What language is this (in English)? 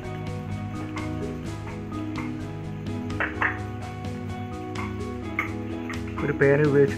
Malayalam